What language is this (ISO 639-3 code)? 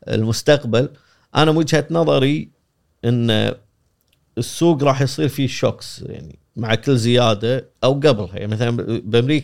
afb